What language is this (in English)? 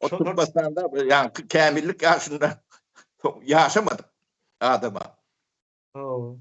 Turkmen